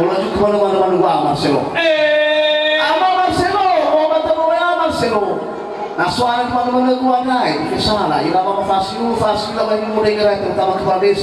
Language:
Nias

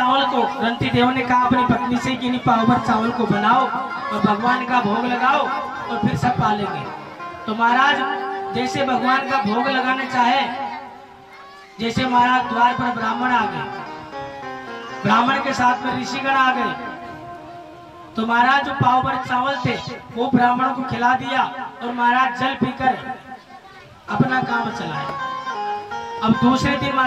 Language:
Hindi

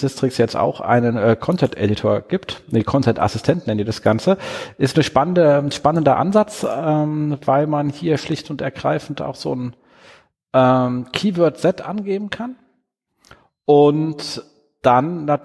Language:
German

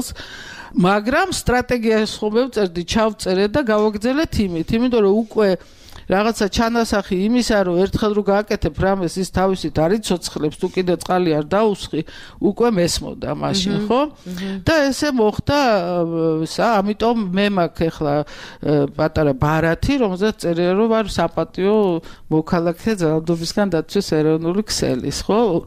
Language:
Georgian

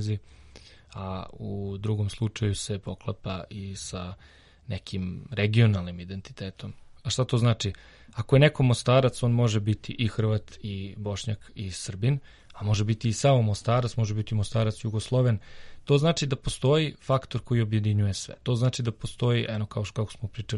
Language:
Serbian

